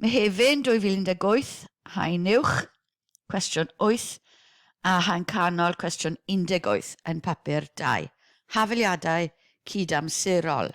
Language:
Welsh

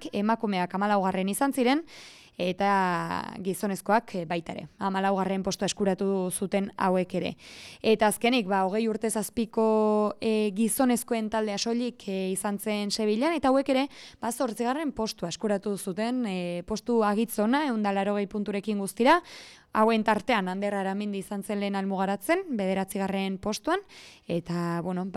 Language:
Basque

